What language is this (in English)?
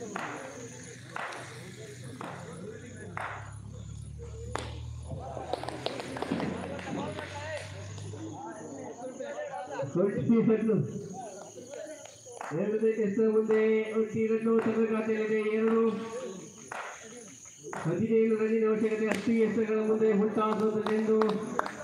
Kannada